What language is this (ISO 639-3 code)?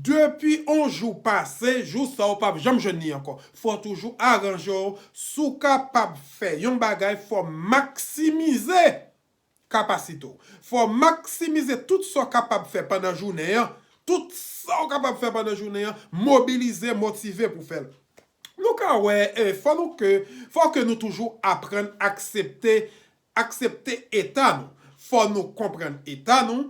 hat